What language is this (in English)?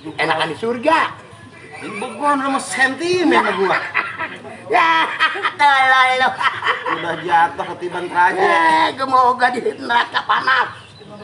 Betawi